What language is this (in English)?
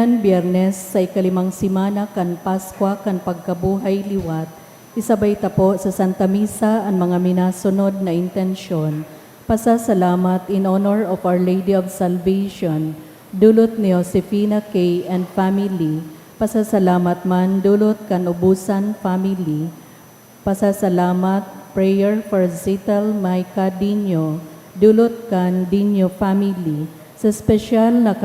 Bikol